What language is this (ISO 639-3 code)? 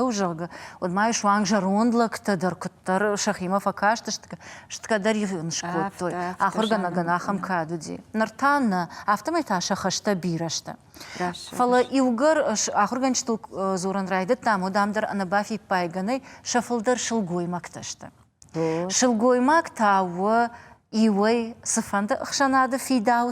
oss